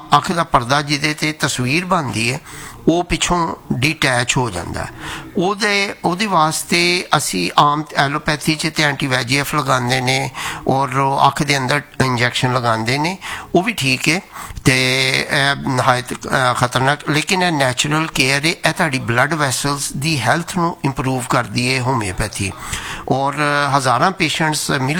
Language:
Punjabi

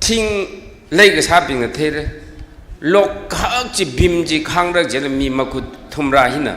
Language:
Tangkhul Naga (India)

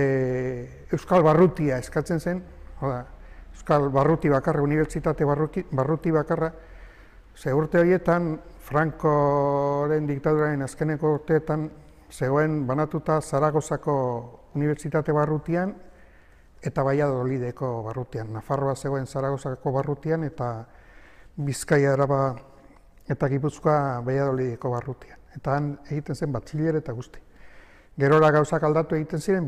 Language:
Basque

